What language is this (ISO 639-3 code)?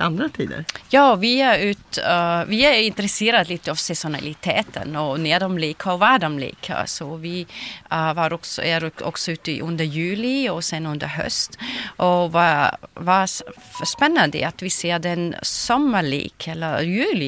swe